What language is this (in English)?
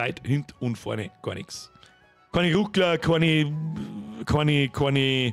Bavarian